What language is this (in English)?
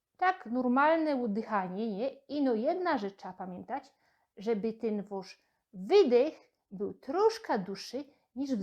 Silesian